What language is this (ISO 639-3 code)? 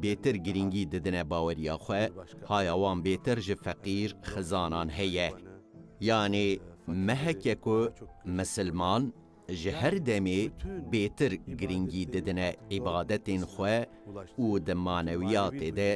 kur